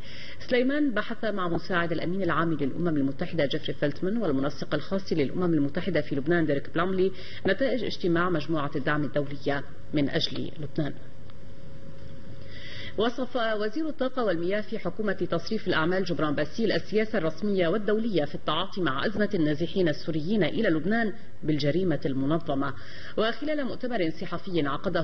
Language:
Arabic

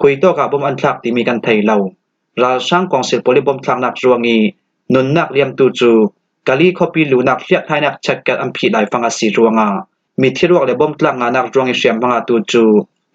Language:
Falam Chin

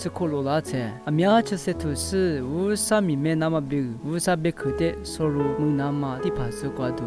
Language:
Lisu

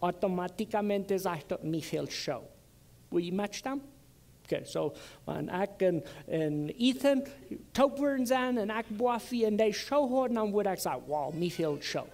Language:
Plautdietsch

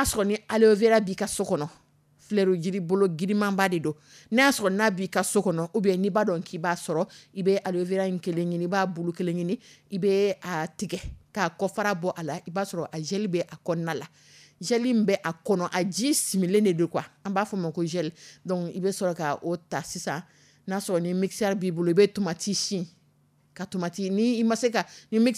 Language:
Dyula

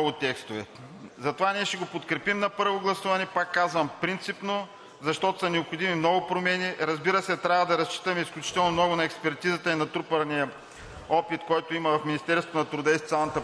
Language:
Bulgarian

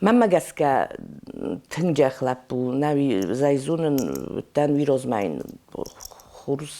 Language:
Ossetic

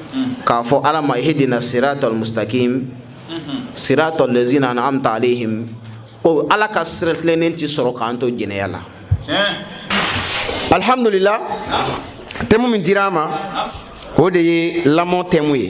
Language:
Bambara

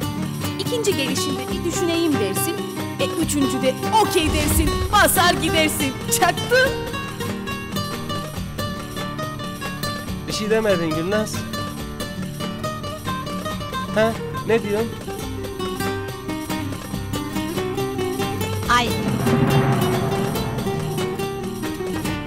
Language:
Turkish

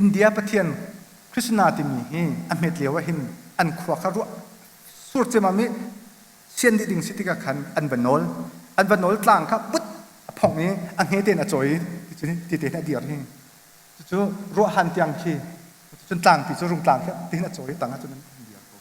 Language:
Hakha Chin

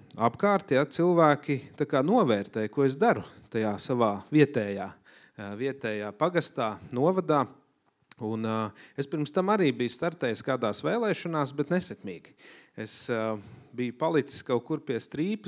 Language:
Latvian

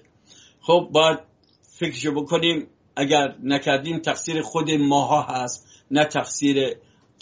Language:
Persian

